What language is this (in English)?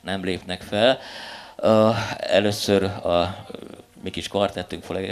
Hungarian